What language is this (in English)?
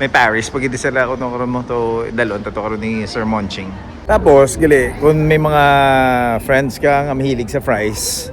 Hiligaynon